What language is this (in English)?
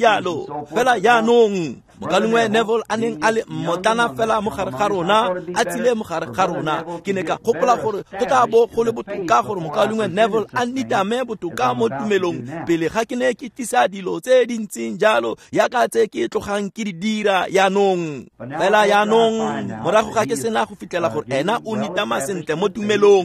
Tswana